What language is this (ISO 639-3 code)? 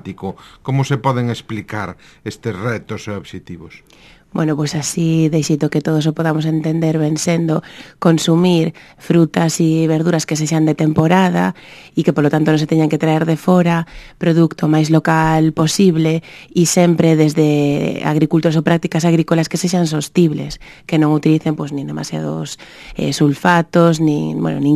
glg